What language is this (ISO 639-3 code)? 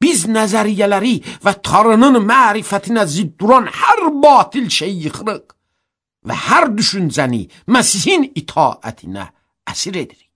aze